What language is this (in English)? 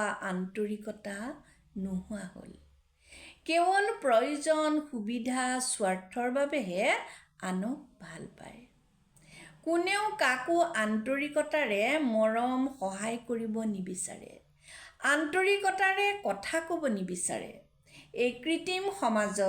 Assamese